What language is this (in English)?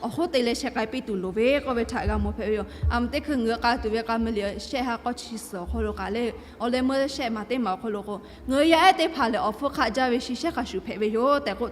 Lahu